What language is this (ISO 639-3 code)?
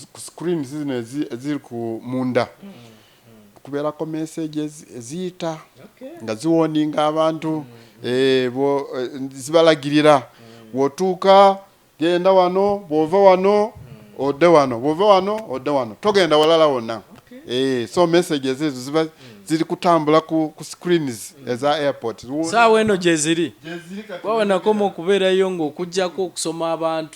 lug